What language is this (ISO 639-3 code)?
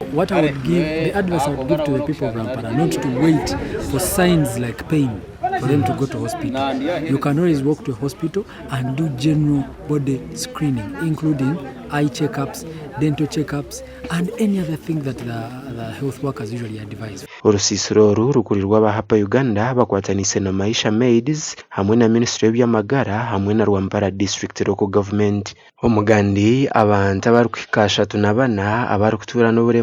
nyn